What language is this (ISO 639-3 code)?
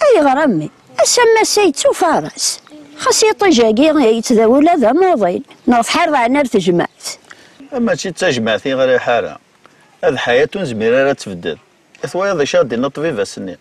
kab